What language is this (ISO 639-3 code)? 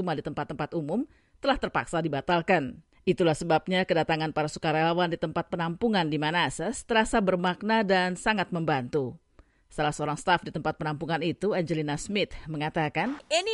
ind